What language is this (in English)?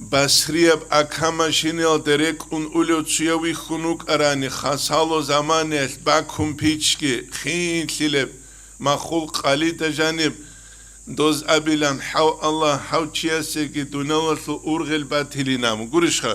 Avaric